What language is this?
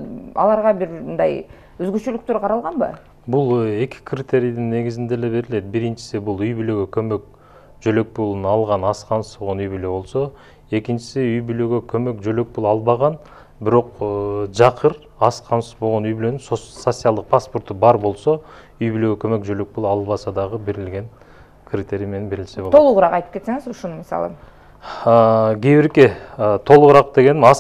Kyrgyz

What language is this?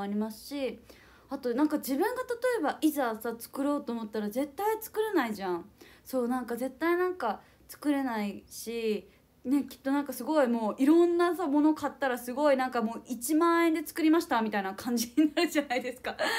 Japanese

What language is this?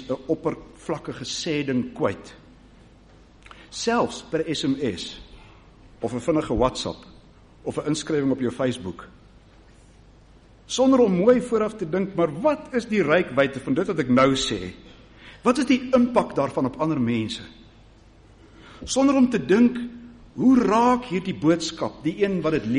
Afrikaans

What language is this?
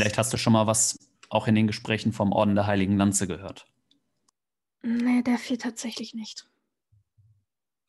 German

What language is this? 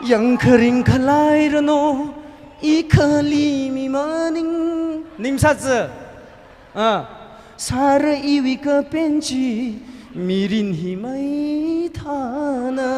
Tangkhul Naga (India)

